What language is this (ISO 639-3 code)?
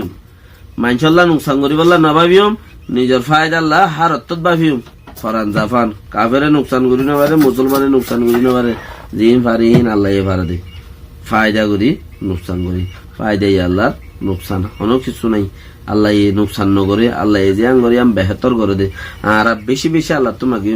rhg